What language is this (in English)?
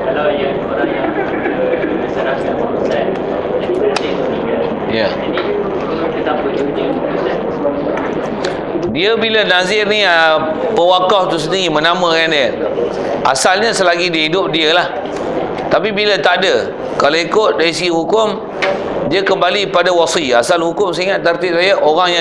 Malay